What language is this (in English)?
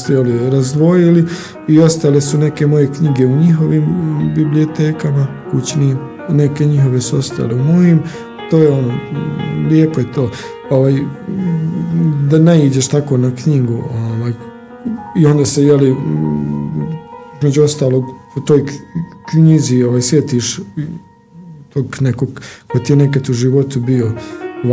Bosnian